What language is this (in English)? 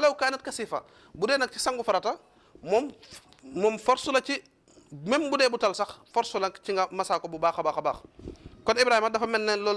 Wolof